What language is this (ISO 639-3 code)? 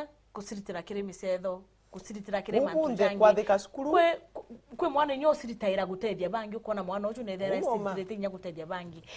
mer